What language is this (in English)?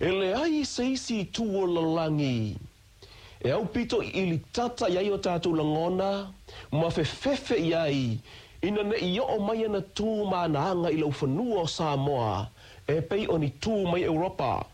Samoan